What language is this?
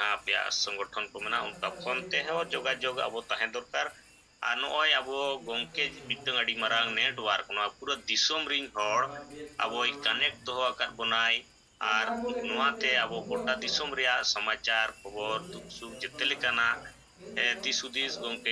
Santali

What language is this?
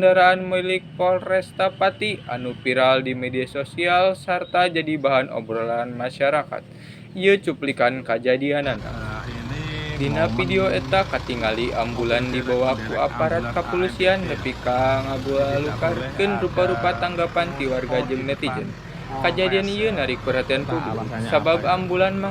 Sundanese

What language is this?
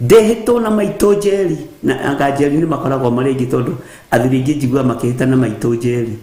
Kikuyu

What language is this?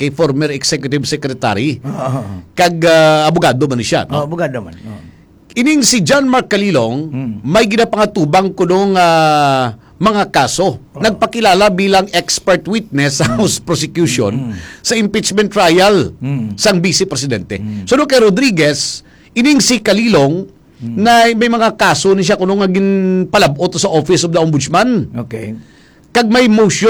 Hiligaynon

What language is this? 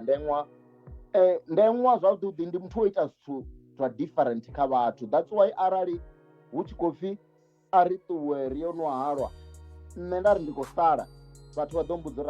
Venda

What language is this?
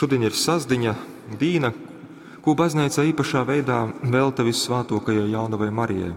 Latgalian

